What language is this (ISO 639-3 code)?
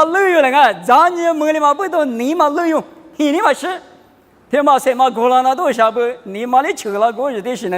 lis